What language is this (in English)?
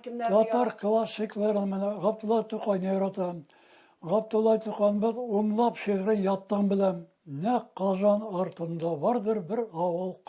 Tatar